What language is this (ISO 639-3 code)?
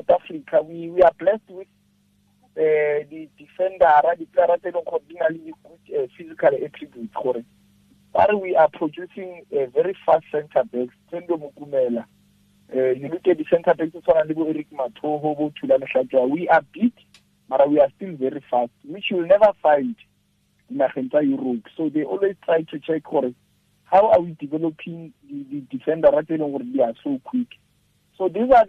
tsn